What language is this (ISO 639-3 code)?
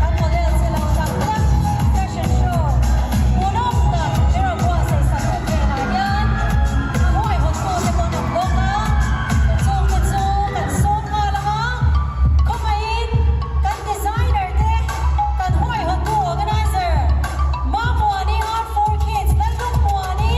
lus